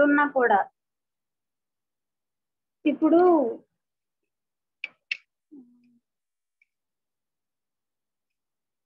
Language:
Telugu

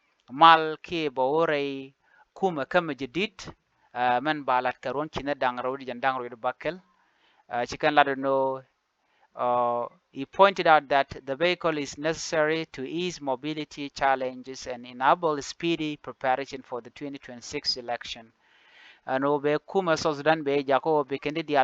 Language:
Nuer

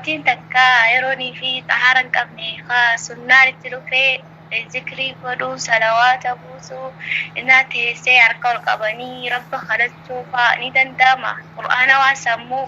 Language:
Oromo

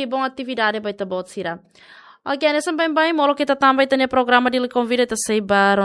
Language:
Tetum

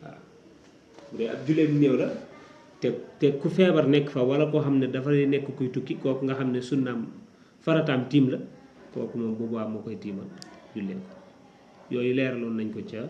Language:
Wolof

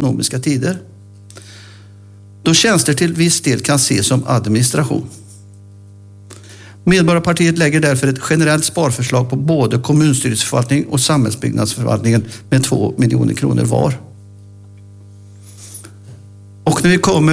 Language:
Swedish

